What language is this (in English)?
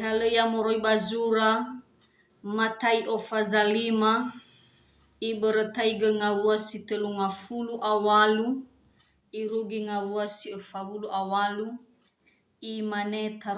Nias